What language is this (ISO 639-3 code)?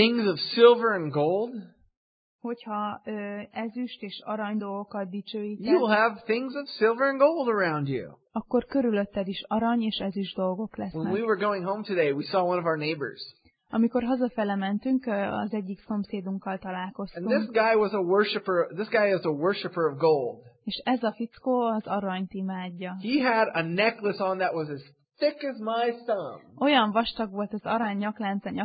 hun